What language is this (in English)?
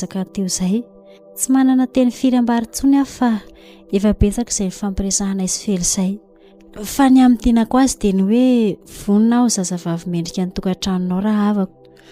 Malagasy